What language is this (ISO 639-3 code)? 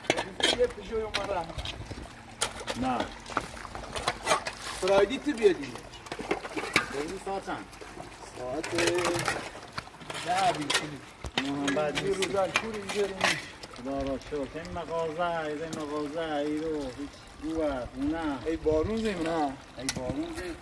fas